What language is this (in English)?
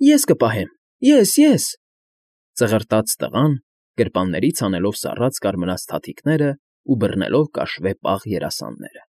Armenian